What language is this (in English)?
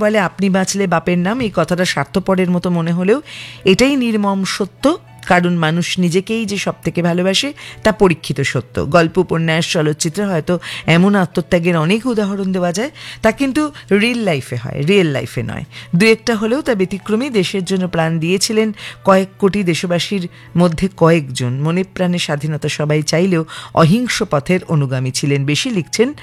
Bangla